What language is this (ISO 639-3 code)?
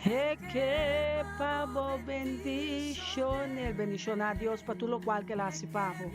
pap